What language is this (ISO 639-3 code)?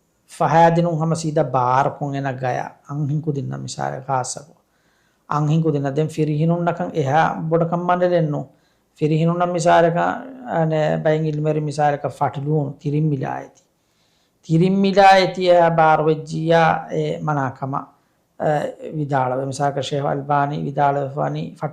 div